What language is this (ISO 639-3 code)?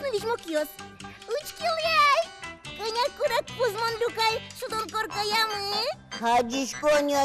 udm